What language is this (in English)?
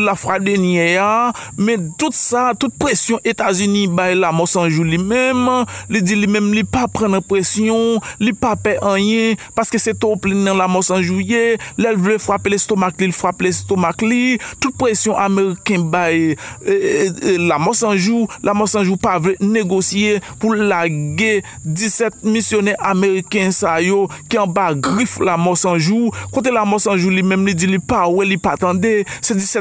Haitian Creole